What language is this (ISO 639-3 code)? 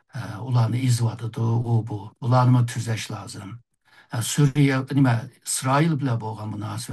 uig